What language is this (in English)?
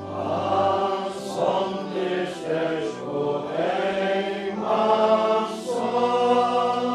Faroese